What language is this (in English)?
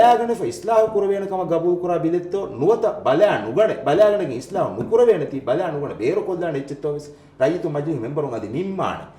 Divehi